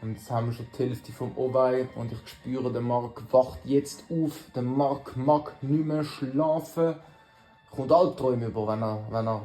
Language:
Swiss German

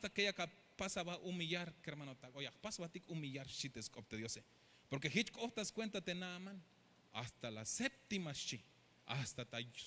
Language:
Tzeltal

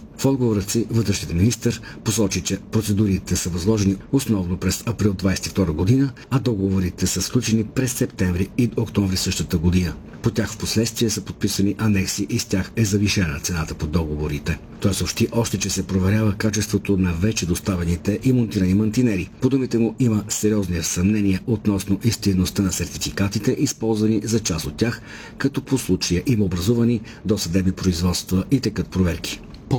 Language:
Bulgarian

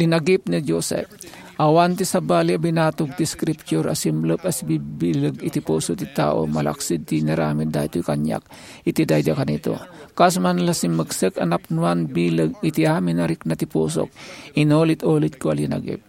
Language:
Iloko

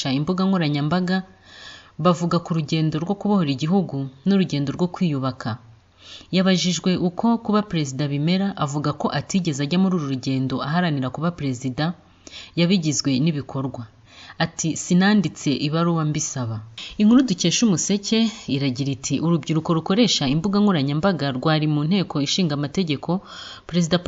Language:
Kinyarwanda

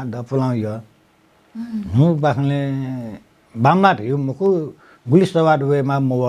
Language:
Newari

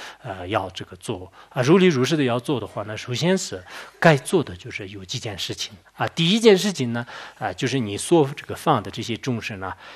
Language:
Chinese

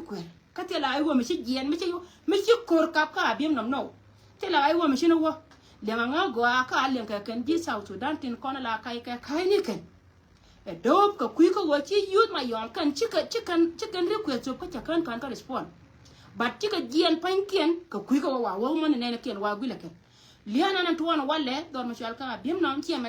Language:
Nuer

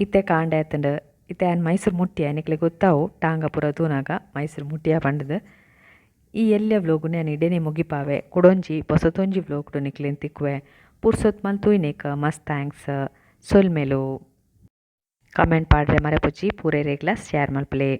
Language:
Tulu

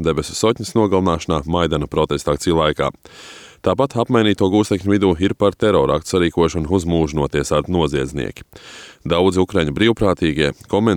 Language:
Latvian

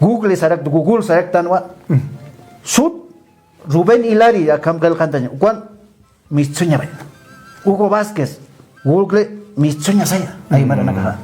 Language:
Aymara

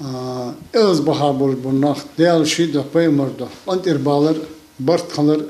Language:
Ingush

